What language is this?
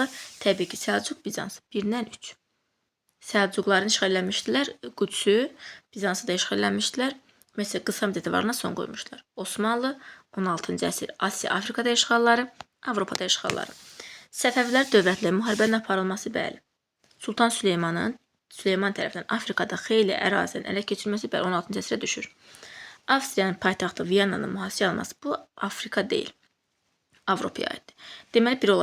Azerbaijani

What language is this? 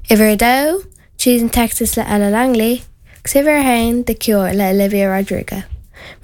Irish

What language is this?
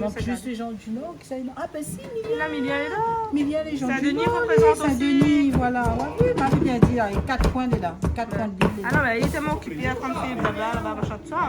Réunion Creole French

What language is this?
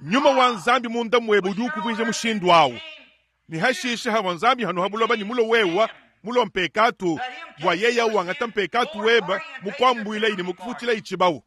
Luba-Lulua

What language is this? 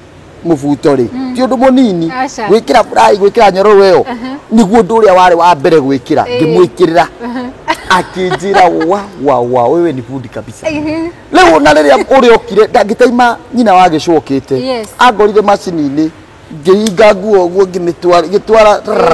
Kikuyu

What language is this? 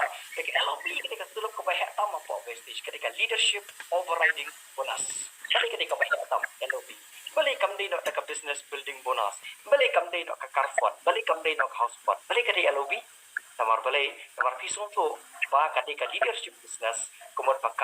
Khasi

